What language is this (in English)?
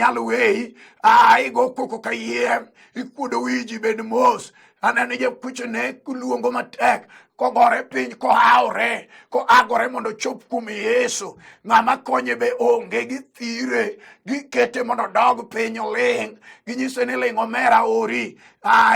Luo (Kenya and Tanzania)